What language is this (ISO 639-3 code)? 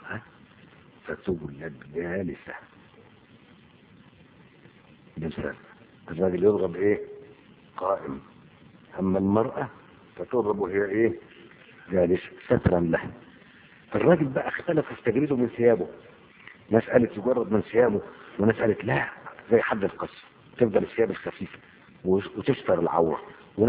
arz